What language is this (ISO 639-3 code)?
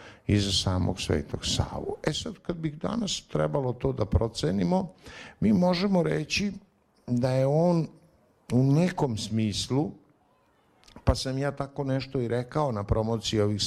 srp